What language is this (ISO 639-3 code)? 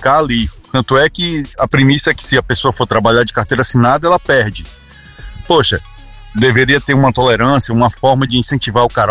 por